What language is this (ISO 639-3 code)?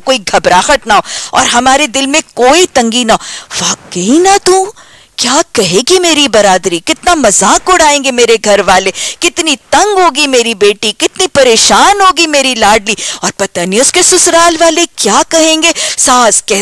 urd